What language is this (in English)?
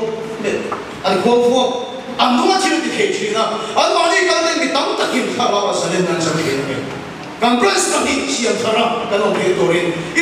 Mizo